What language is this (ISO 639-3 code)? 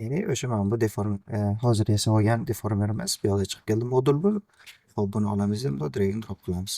uzb